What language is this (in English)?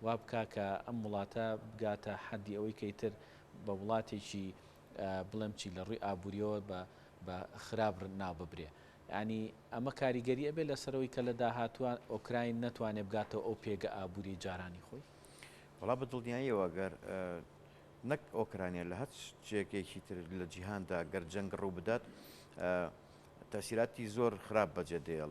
Central Kurdish